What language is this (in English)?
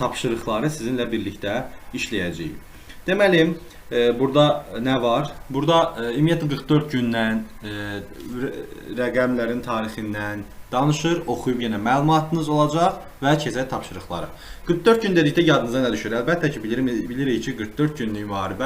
Azerbaijani